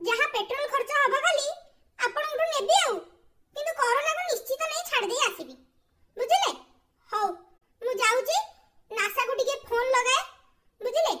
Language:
Odia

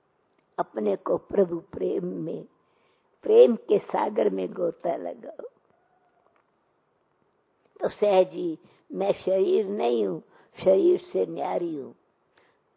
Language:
Hindi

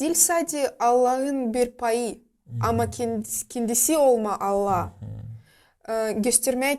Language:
Gagauz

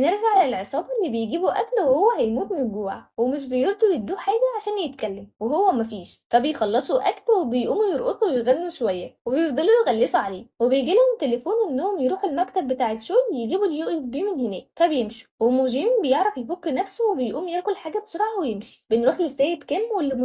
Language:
Egyptian Arabic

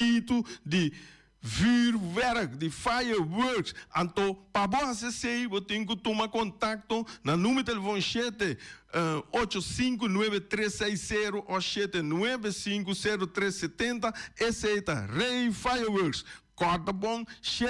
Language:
Papiamento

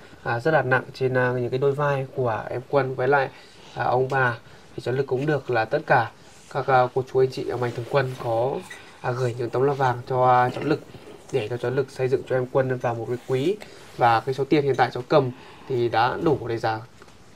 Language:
Vietnamese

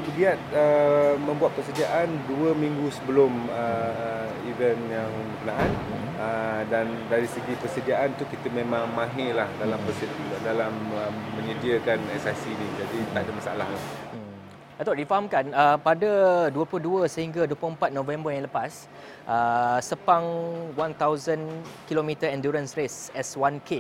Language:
Malay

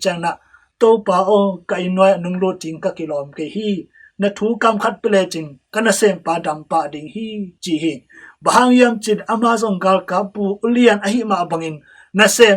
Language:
Tedim Chin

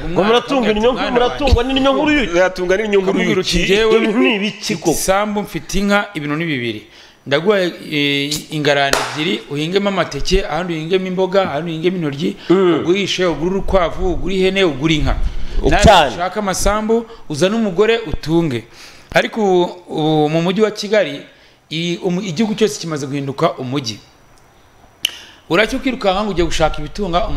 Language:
Kinyarwanda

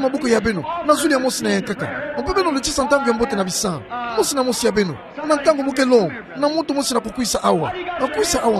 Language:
Kituba (Democratic Republic of Congo)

